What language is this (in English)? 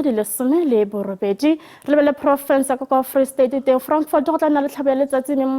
Tswana